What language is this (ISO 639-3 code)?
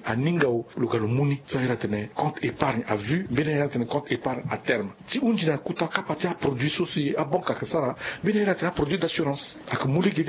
sag